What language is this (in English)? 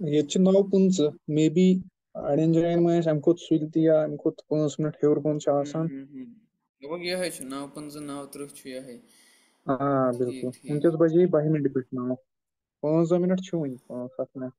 Kashmiri